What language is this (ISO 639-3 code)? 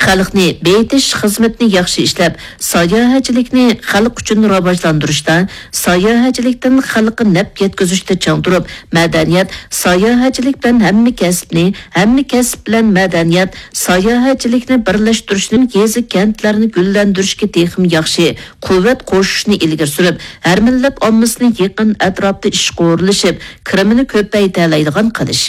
uig